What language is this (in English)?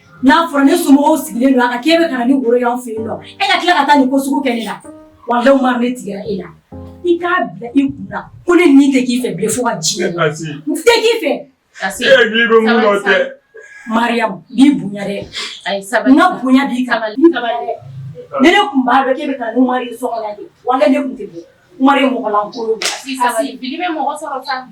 Bambara